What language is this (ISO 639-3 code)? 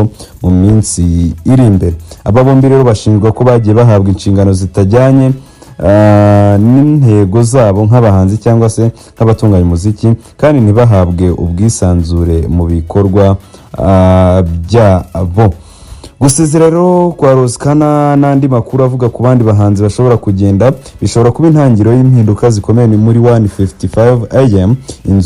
kin